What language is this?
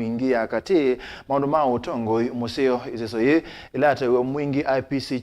Kamba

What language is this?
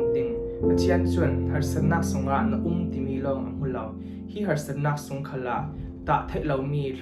Falam Chin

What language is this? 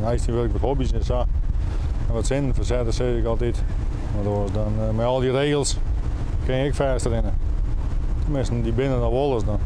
Western Frisian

